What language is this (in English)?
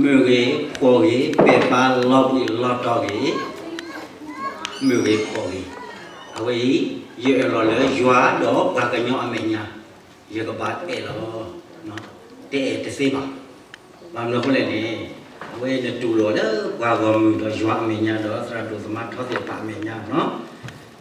S'gaw Karen